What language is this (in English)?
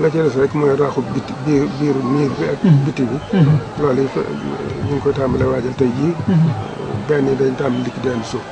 Wolof